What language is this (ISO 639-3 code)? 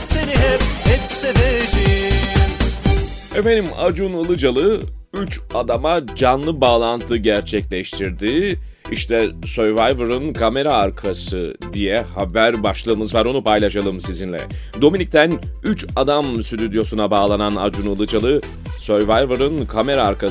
tur